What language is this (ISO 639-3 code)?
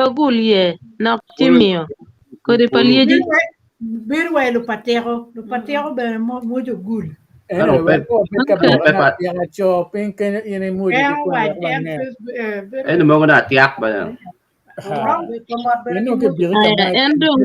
ach